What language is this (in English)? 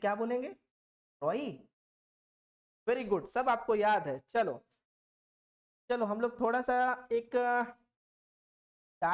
Hindi